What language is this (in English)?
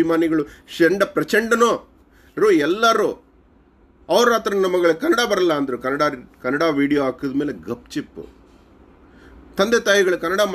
Kannada